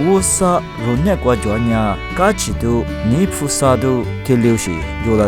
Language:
Lisu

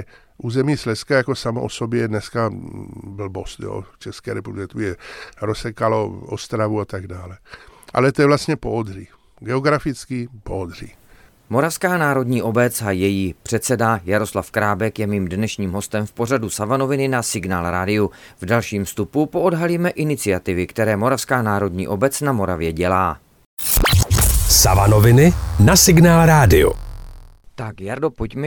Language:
Czech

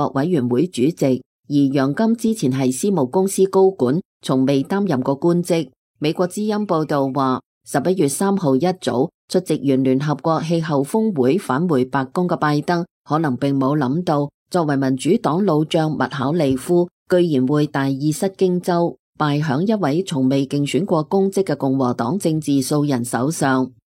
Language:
Cantonese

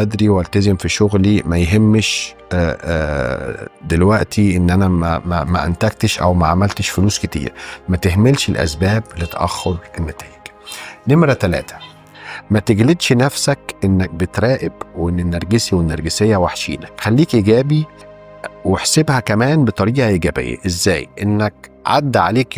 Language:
Egyptian Arabic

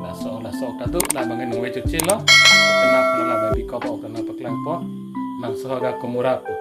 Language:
Karbi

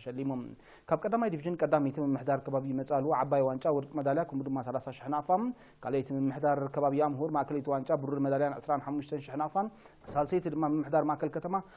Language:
Tigrinya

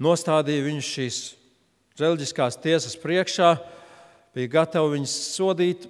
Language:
Latvian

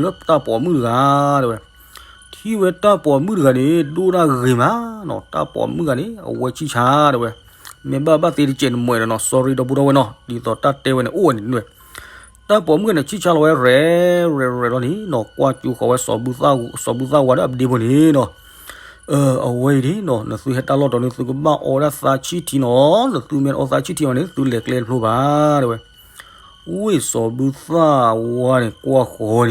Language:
S'gaw Karen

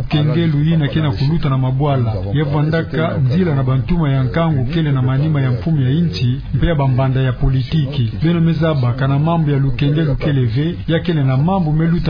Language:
Kituba (Democratic Republic of Congo)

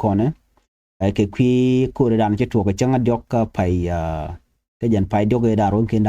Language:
Nuer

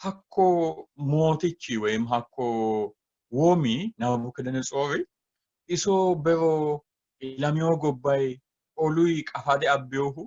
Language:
Sidamo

